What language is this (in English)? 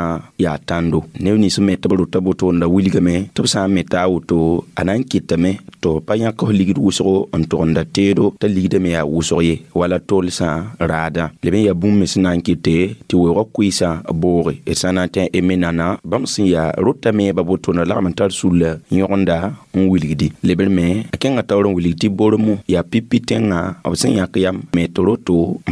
Mossi